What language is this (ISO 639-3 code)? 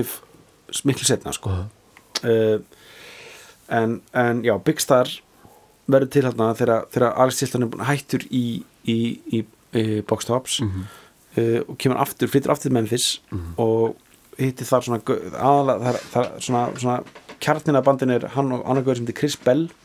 isl